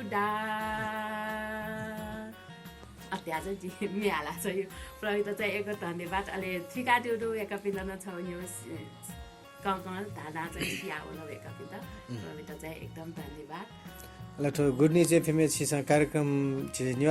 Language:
Newari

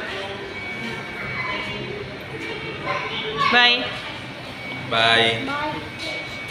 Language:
Malay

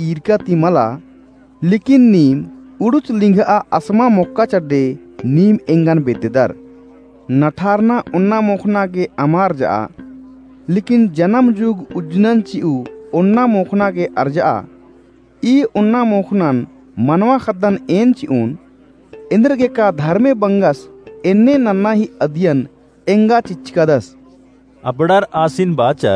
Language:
Kurukh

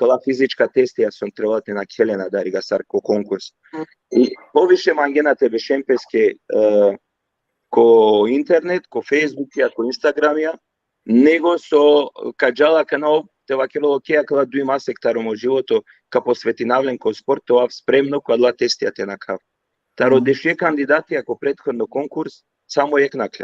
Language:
Balkan Romani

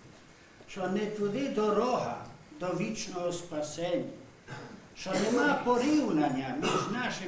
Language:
Rusyn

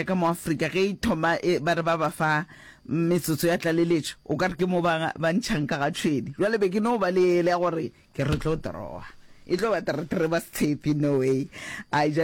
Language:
Northern Sotho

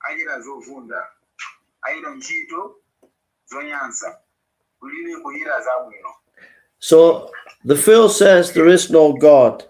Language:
Nyanja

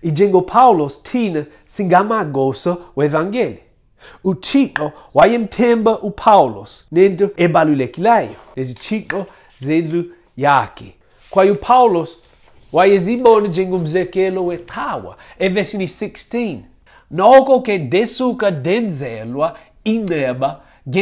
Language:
Xhosa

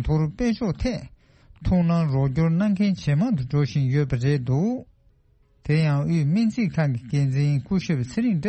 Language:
Tibetan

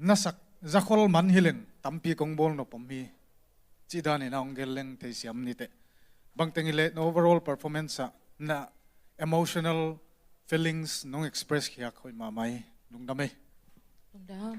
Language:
Tedim Chin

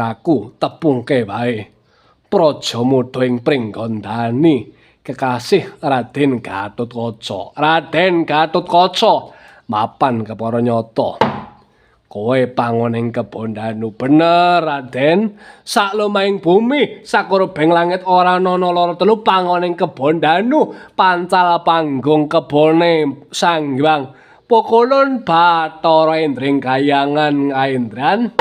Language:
Javanese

